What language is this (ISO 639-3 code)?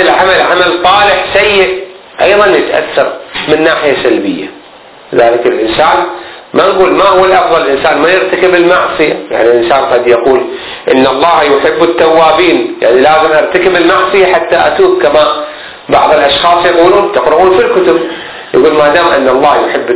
ara